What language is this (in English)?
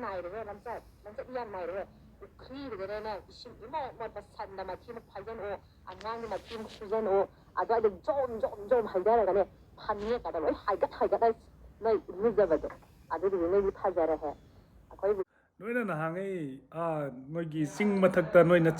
Manipuri